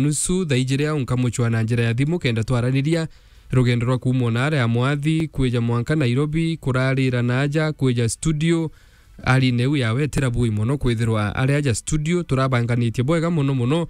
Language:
Meru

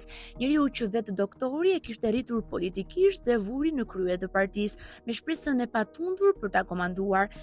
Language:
Albanian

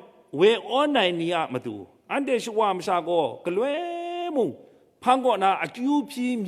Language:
Kachin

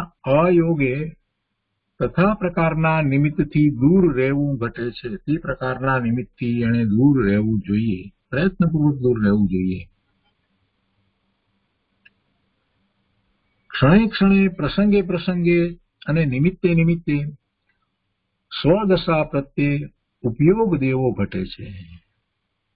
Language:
Gujarati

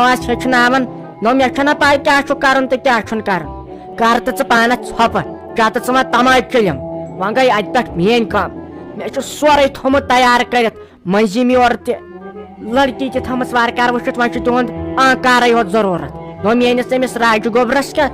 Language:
Kashmiri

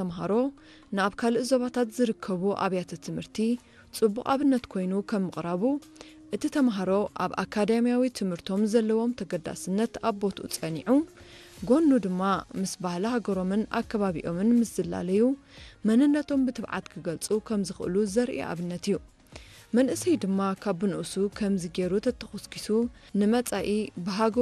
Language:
Tigrinya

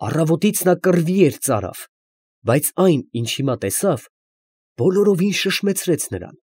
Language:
Armenian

